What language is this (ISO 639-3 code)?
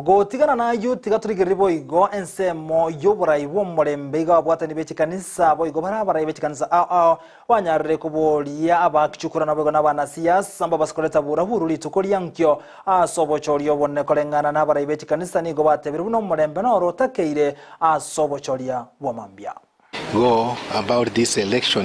guz